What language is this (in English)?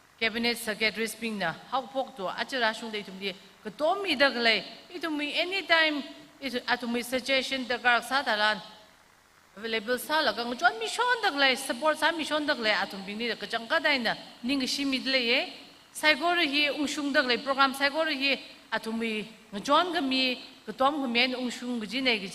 Tangkhul Naga (India)